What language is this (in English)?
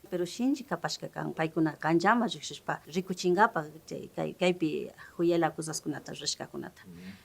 Imbabura Highland Quichua